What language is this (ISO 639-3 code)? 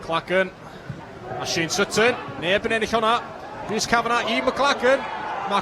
cym